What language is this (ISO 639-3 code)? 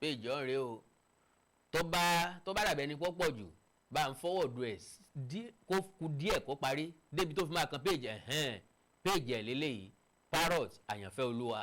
yor